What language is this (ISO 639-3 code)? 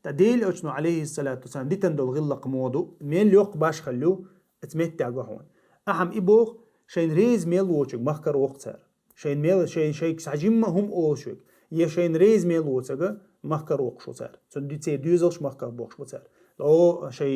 che